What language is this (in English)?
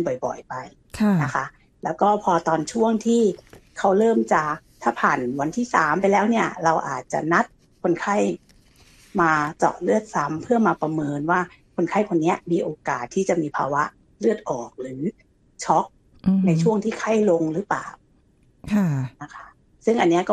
Thai